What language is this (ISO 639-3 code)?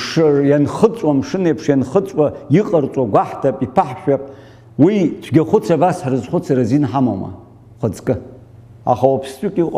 abk